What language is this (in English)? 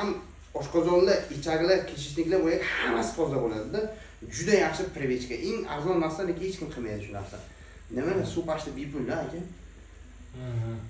Uzbek